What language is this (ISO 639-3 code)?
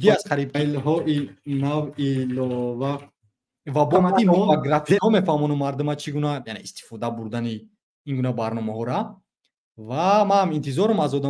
tgk